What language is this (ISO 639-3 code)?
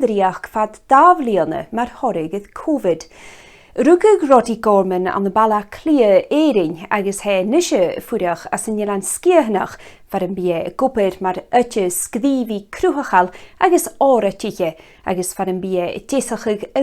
gla